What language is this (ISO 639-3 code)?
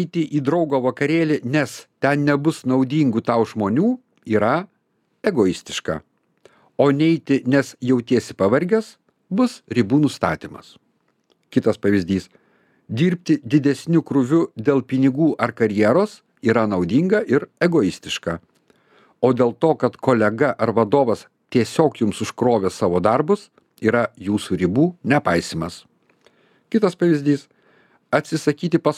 lit